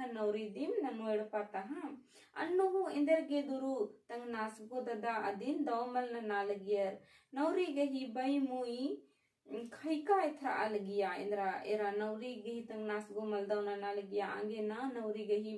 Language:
Kurukh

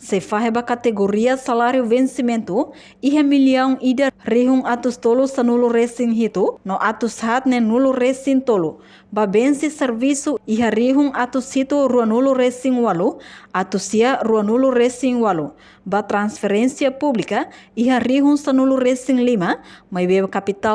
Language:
Tetum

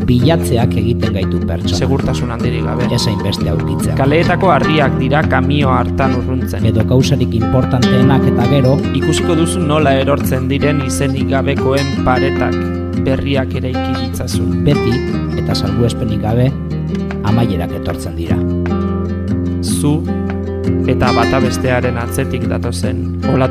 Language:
Basque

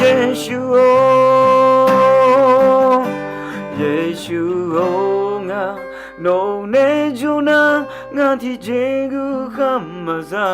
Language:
Akha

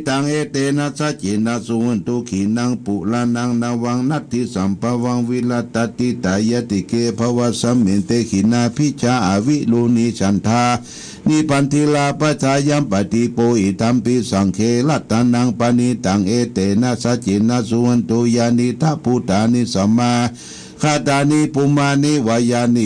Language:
Pali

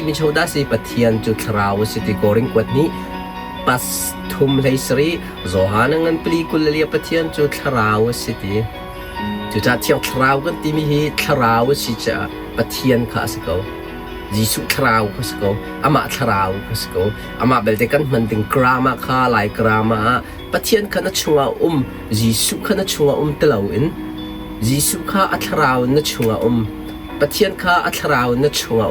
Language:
Hakha Chin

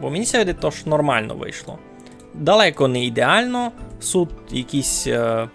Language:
Rusyn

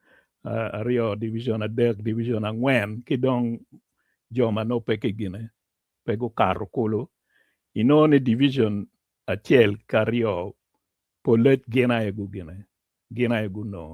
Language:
Acoli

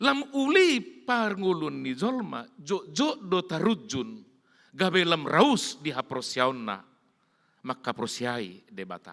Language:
Batak Toba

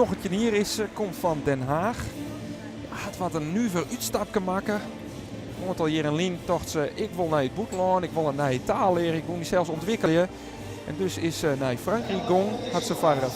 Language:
Western Frisian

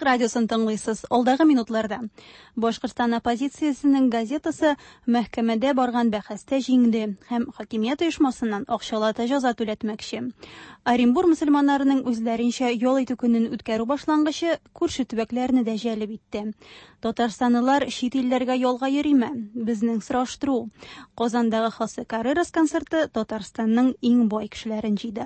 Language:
Tatar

